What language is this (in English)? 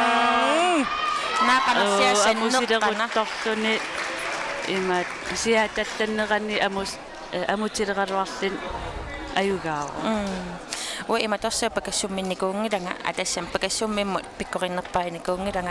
Kalaallisut